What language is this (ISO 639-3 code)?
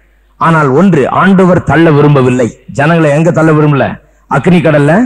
tam